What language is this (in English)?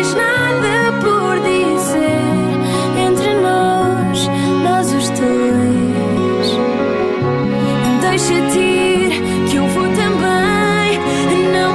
Portuguese